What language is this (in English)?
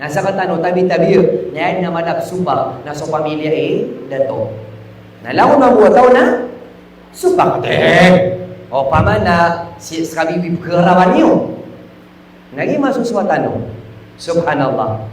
Maranao